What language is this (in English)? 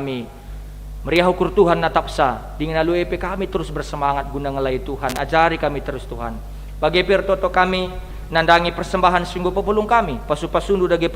Batak Karo